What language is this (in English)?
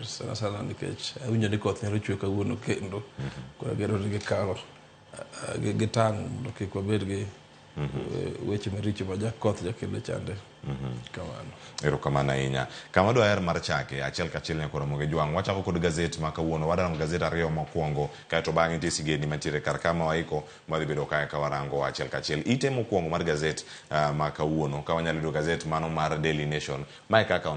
Luo (Kenya and Tanzania)